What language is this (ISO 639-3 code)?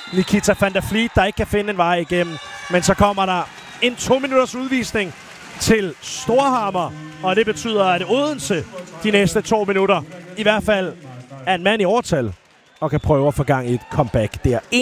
dan